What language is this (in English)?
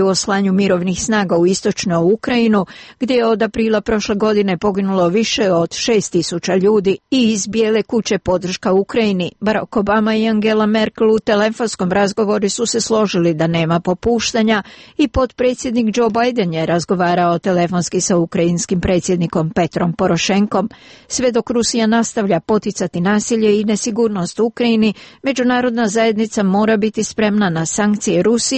Serbian